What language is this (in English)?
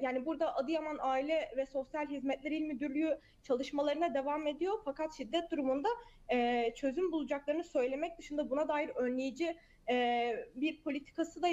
Turkish